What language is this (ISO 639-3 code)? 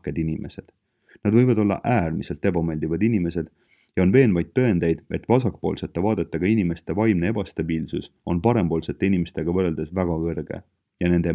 est